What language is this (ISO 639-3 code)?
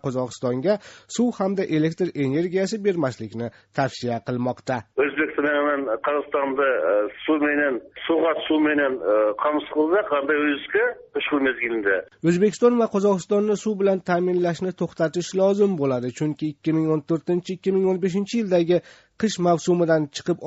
uzb